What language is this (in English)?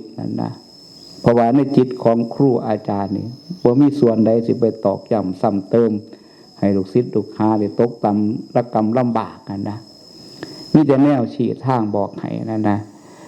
Northeastern Thai